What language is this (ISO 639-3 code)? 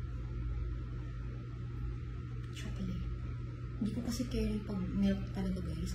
fil